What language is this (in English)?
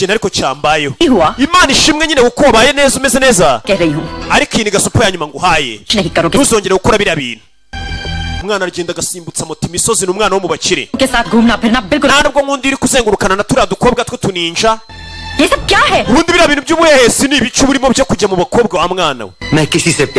Kinyarwanda